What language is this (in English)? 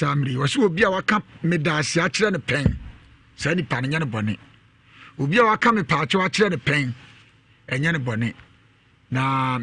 Akan